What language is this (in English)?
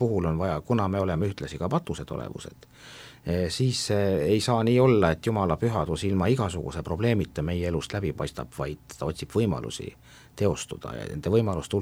Estonian